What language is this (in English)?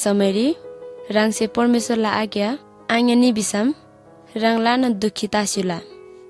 Eastern Tamang